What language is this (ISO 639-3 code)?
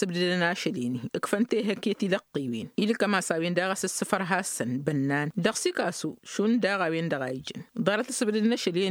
taq